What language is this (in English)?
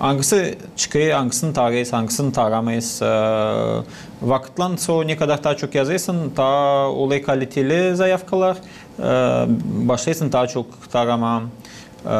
Gagauz